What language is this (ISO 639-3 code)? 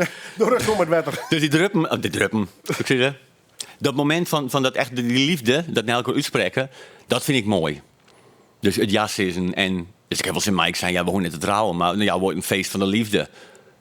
fry